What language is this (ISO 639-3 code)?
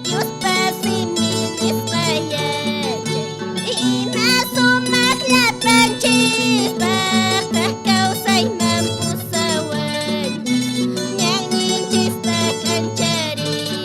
que